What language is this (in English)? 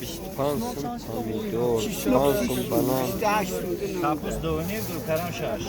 Tajik